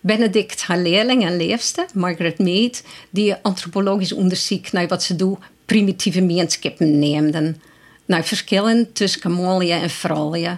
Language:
Western Frisian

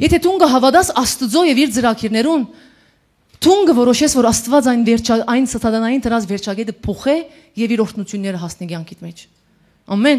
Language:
Western Armenian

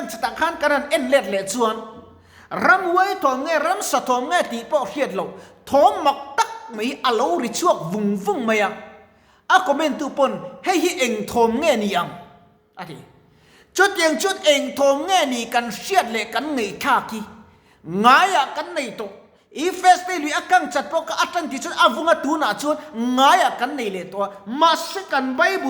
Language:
Mizo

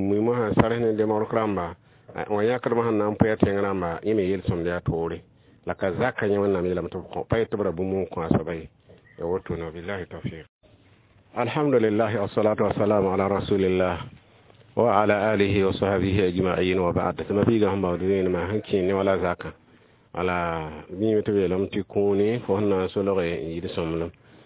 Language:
Mossi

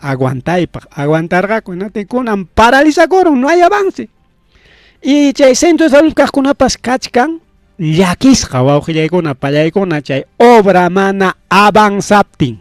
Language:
Ayacucho Quechua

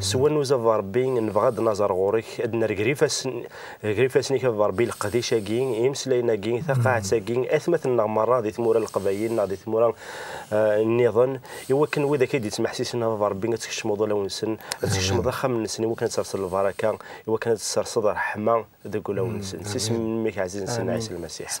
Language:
Kabyle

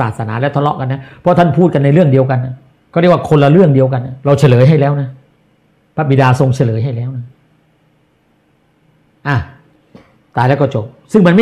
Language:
Thai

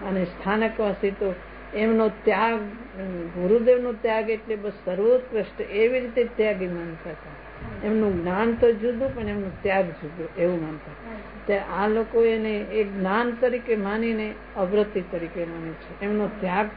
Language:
Gujarati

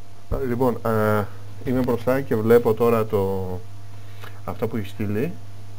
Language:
Greek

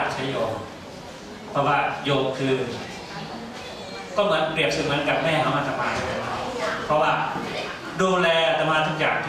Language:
Thai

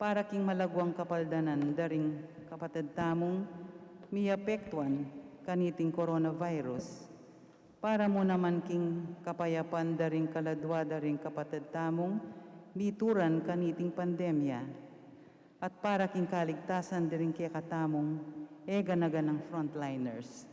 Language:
Pampanga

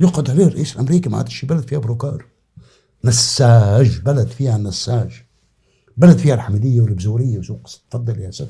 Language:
North Levantine Arabic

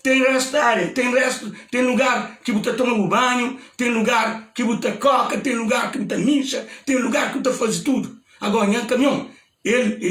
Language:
Kabuverdianu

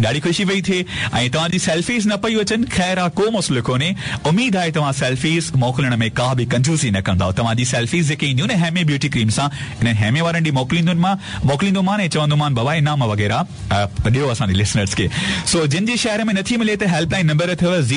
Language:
Sindhi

